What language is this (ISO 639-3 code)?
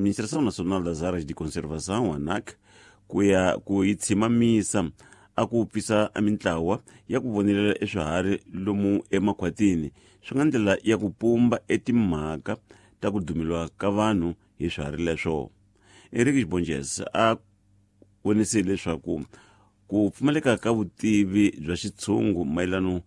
tso